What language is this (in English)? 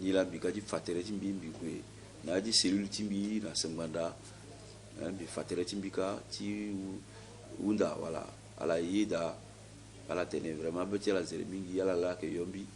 Sango